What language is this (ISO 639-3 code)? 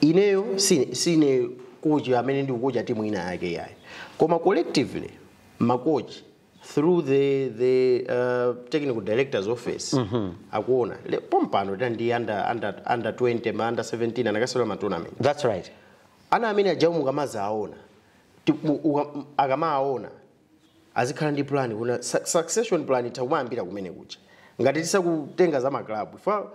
nya